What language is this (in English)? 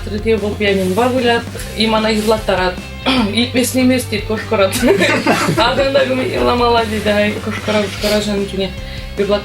Chuvash